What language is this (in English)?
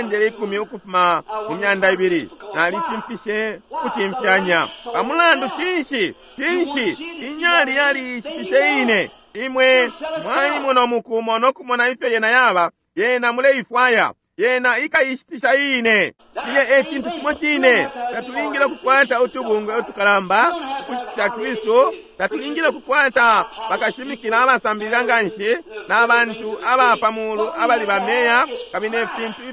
Bemba